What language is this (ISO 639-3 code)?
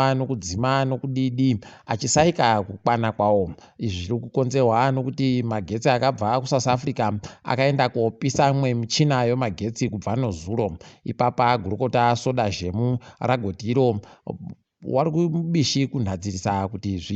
ndc